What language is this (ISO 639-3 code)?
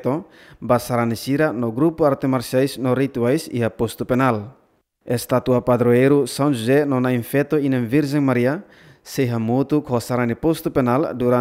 tet